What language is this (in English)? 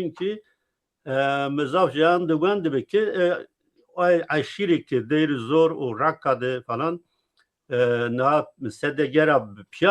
Zaza